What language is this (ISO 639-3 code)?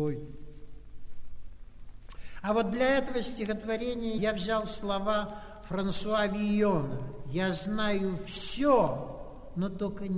rus